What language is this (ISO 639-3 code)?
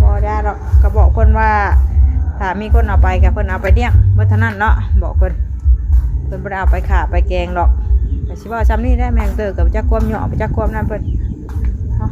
tts